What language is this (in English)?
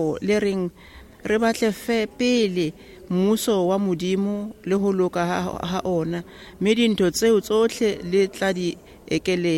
Southern Sotho